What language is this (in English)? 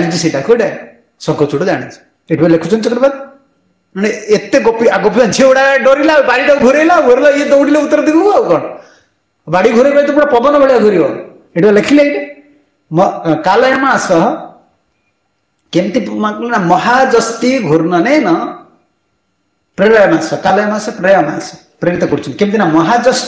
Odia